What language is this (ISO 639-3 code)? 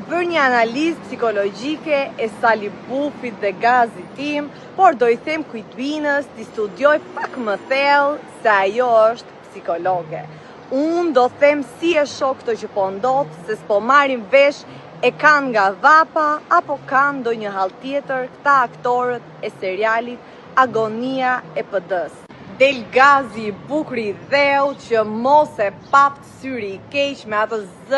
sqi